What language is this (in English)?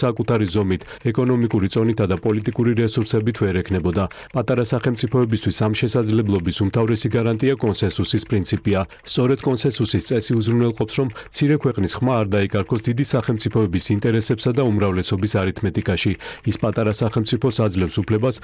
Georgian